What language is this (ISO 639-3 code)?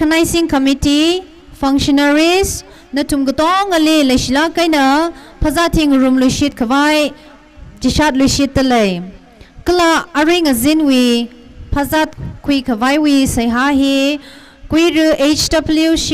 nmf